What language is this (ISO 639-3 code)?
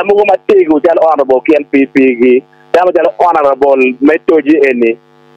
ach